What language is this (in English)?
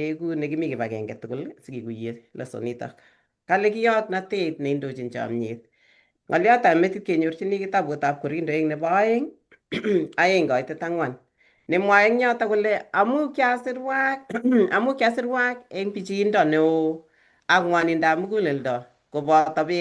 Kalenjin